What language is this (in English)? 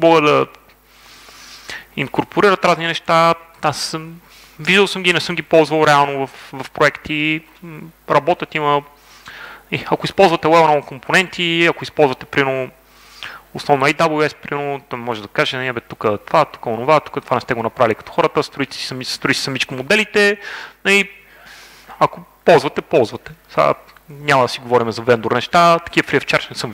Bulgarian